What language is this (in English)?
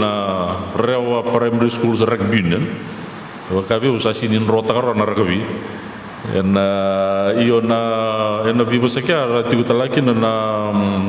Fijian